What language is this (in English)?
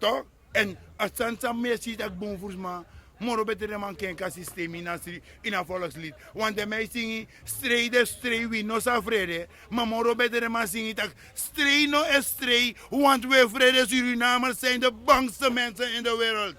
Sranan Tongo